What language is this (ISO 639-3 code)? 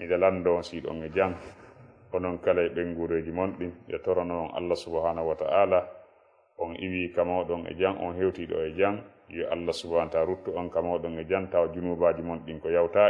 ful